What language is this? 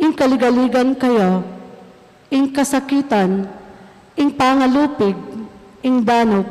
Pampanga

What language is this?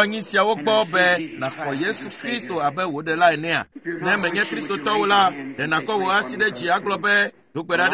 Ewe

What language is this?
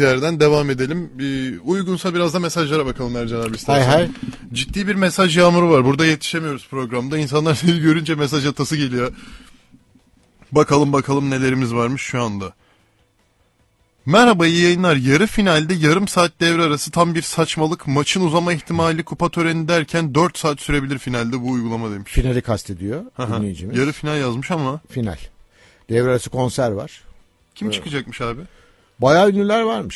Turkish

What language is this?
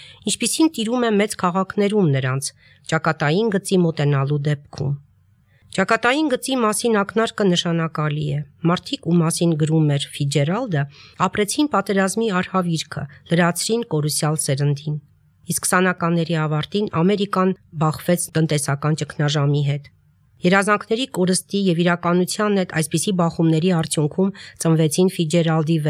Armenian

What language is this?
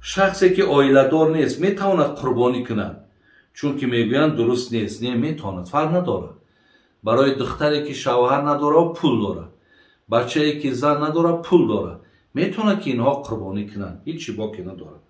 Tajik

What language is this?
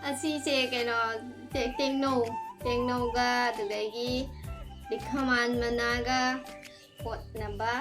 Manipuri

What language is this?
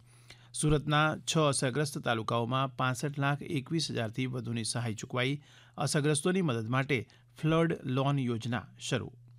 Gujarati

